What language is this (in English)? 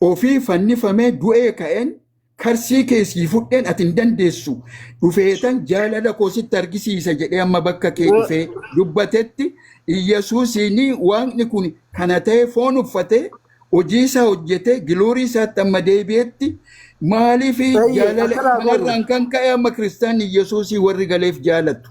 Oromo